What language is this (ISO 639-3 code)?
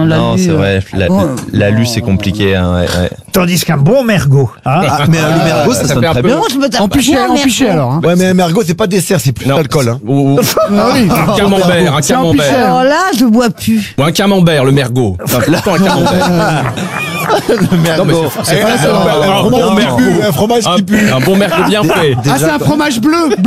fra